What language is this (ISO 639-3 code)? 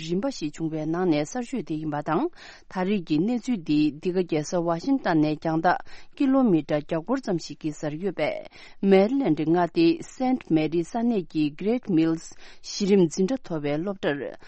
bod